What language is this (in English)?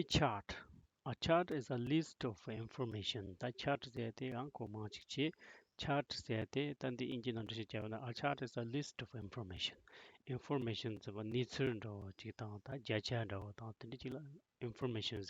Tibetan